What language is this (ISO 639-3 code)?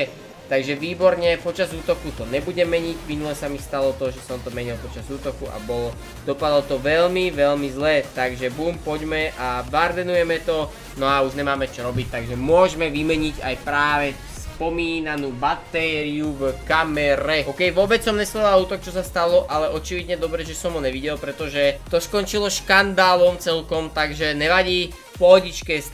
slk